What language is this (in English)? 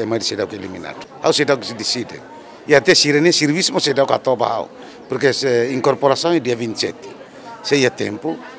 Tetum